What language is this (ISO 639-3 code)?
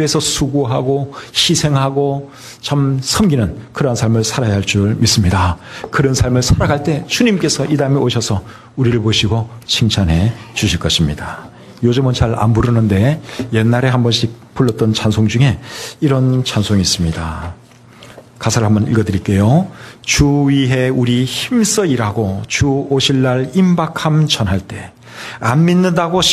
kor